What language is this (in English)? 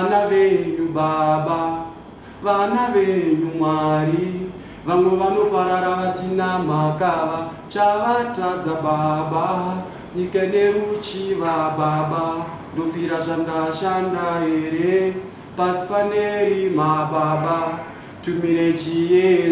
Shona